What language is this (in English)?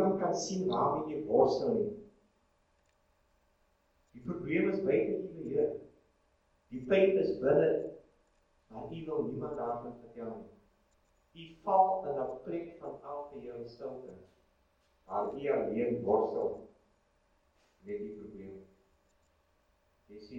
Afrikaans